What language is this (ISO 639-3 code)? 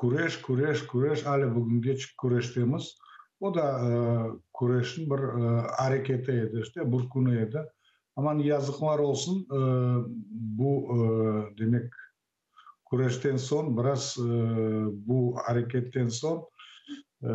crh